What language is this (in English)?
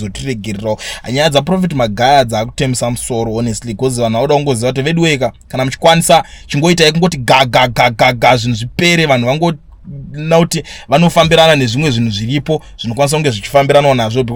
Shona